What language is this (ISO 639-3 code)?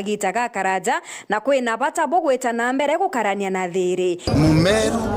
mer